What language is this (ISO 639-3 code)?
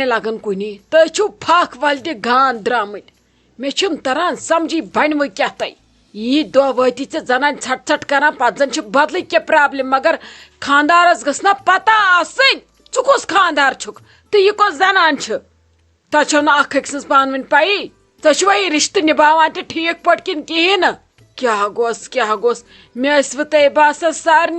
kas